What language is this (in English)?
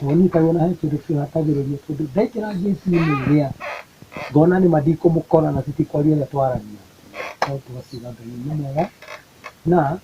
Kikuyu